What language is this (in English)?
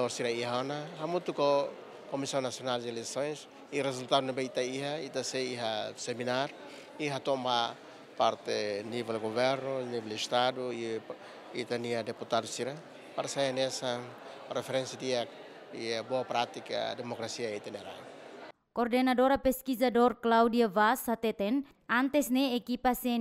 Tetum